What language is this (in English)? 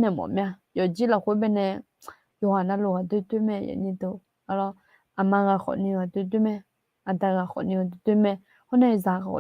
Akha